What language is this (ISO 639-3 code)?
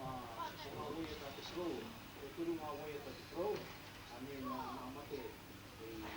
mri